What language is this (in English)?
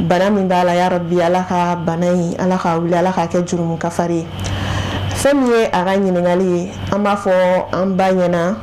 Bambara